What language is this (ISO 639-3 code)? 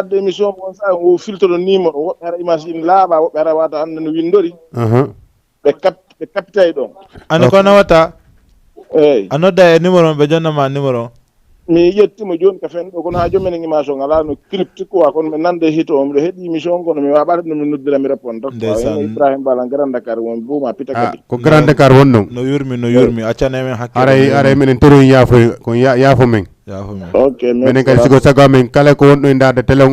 ful